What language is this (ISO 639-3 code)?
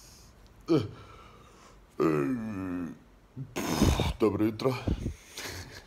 hrv